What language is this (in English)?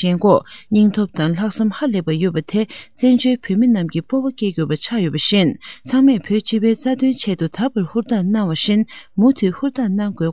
Tibetan